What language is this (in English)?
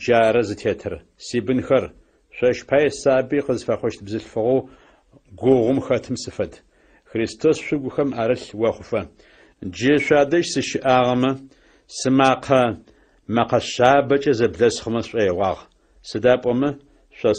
Adyghe